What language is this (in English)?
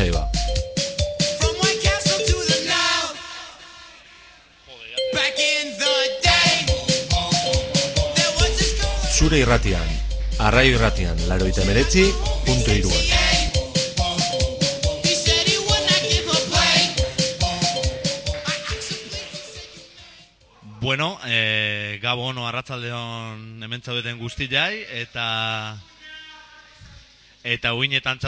Basque